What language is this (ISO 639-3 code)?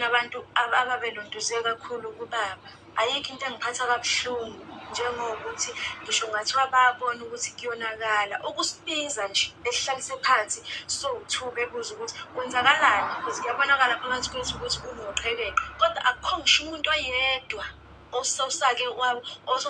zul